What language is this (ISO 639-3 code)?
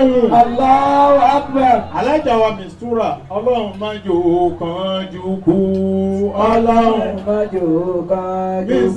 yor